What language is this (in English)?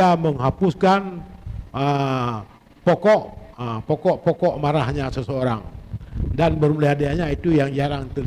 Achinese